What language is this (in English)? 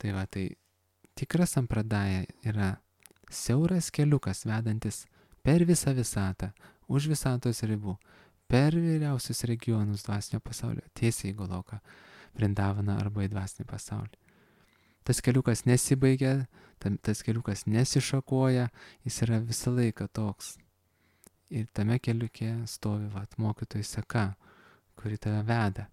Lithuanian